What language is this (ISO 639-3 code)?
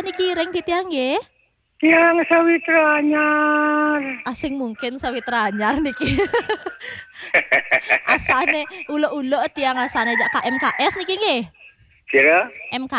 ban